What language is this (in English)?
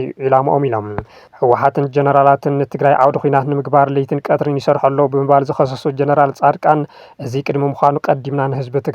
Tigrinya